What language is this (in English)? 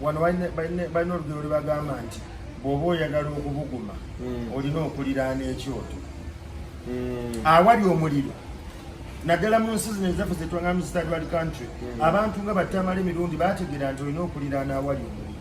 Ganda